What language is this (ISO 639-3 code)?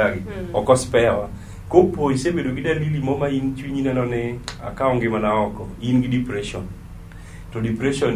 luo